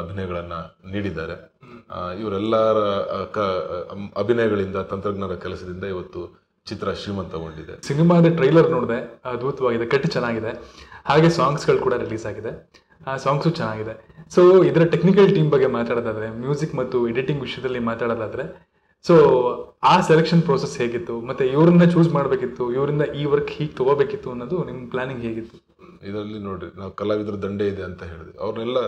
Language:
Kannada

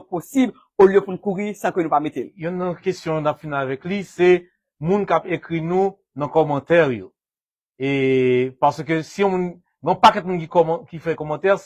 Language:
Haitian Creole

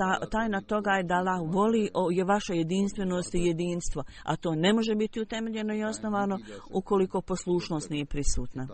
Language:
Bosnian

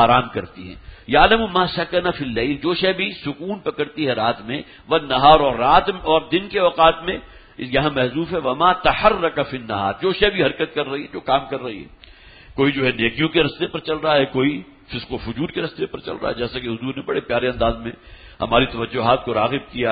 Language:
Urdu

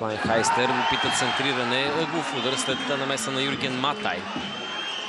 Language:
Bulgarian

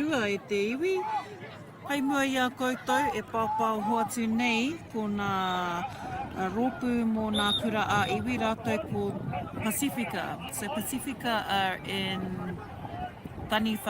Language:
Māori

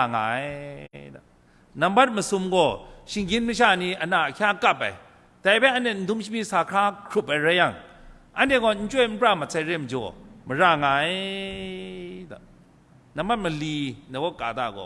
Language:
Kachin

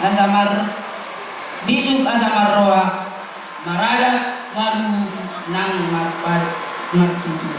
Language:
Batak Toba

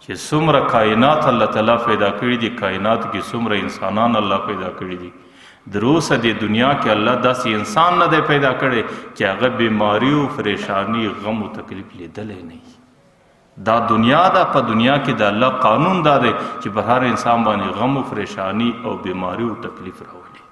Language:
Pashto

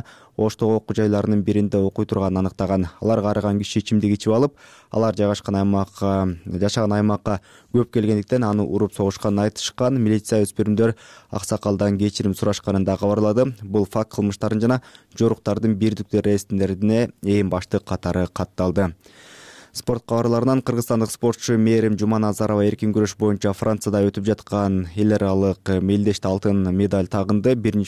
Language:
Kyrgyz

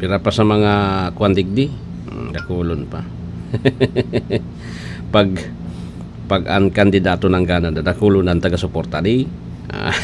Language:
Bikol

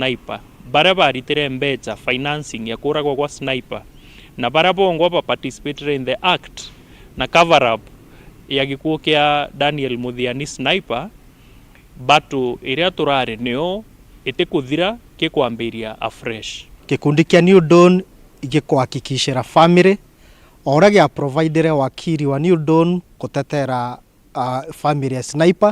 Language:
Meru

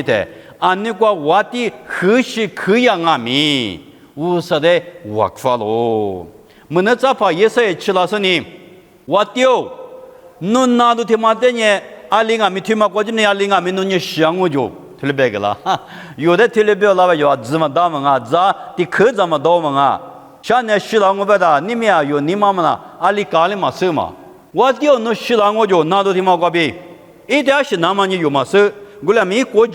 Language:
Lisu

